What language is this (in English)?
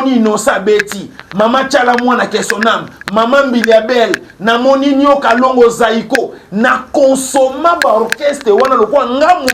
Lingala